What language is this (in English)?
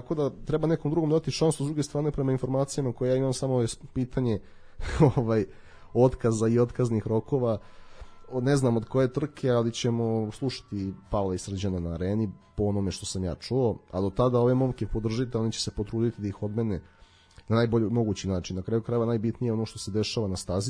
Serbian